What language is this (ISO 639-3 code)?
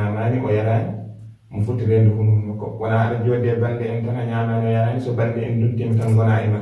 ful